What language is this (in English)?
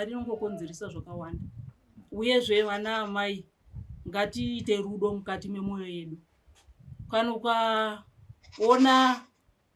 Shona